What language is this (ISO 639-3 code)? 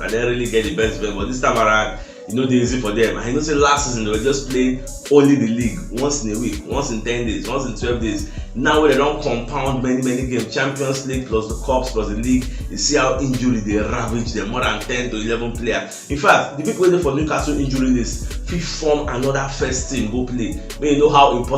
pcm